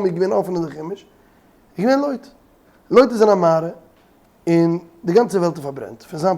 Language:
Yiddish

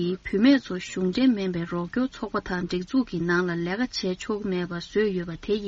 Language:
Tibetan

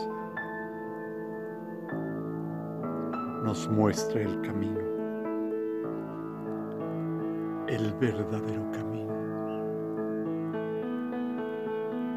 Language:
Spanish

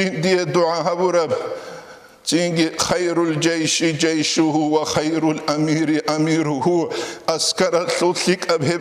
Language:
Avaric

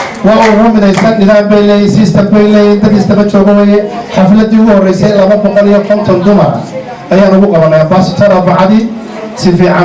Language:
Somali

